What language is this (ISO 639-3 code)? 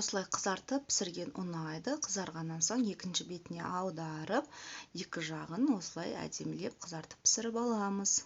kaz